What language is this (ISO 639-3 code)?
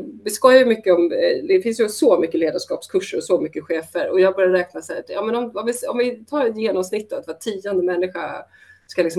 swe